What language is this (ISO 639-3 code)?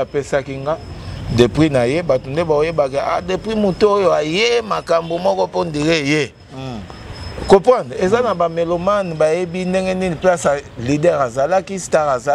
lin